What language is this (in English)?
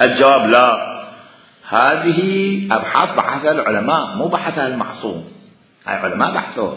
Mesopotamian Arabic